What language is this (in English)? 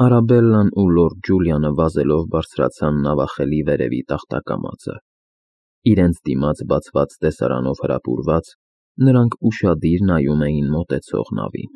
Armenian